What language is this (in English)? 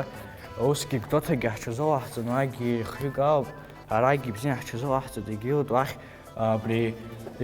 Abkhazian